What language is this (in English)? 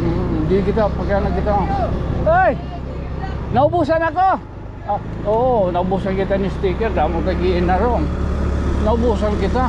Waray